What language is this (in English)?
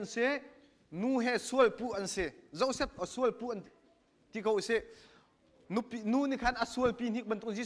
Hakha Chin